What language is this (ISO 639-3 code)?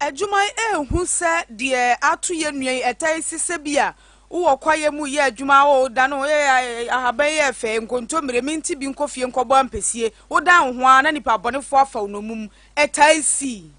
aka